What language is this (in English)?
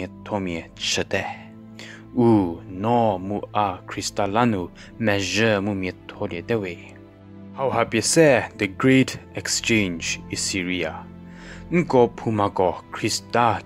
Angami Naga